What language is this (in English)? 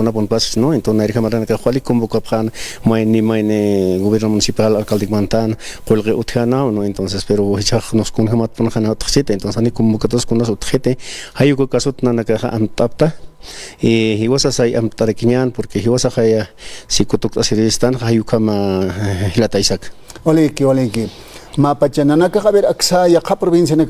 Aymara